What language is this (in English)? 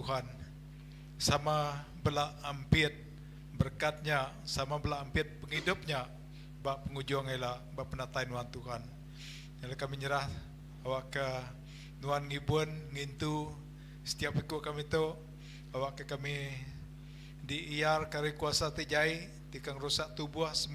Iban